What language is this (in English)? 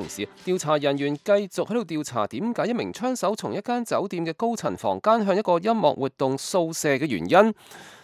Cantonese